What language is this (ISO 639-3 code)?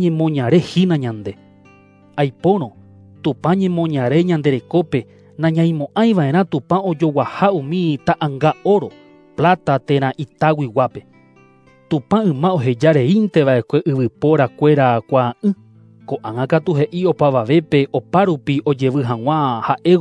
grn